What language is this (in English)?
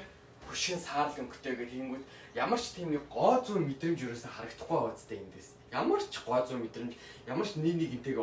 Mongolian